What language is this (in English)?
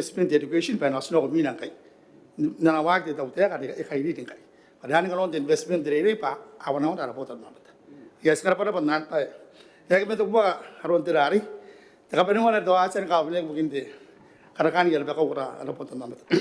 Gilbertese